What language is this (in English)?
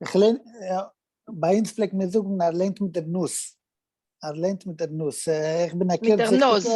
Yiddish